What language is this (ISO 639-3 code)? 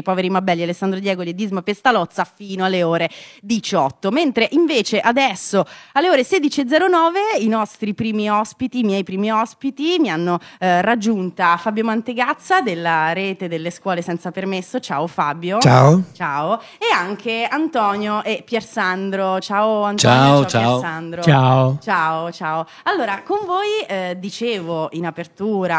ita